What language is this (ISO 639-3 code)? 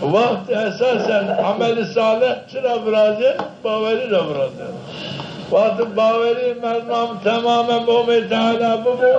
zza